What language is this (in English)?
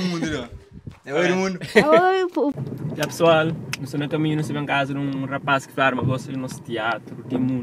Kabuverdianu